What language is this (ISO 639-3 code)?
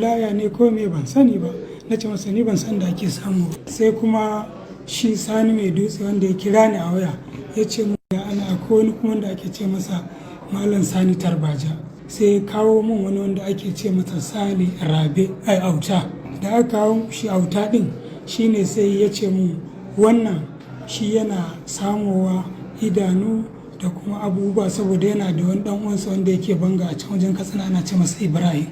hau